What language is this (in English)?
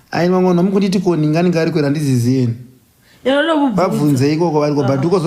Shona